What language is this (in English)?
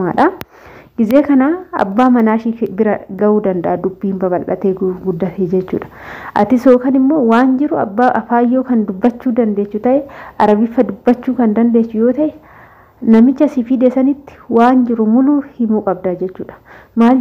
Oromo